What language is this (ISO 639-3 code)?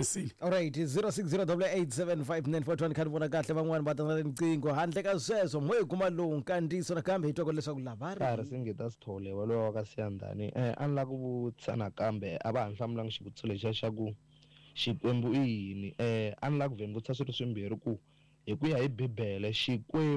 tso